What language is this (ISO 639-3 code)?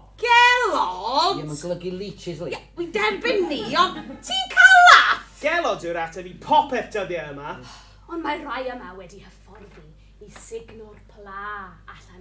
cym